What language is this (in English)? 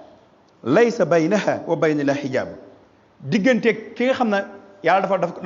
Wolof